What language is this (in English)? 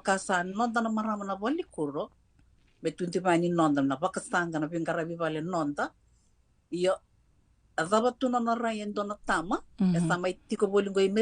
Fijian